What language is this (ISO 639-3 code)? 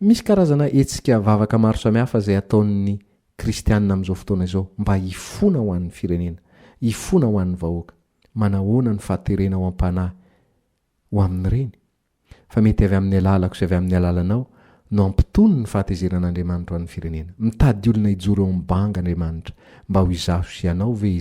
mlg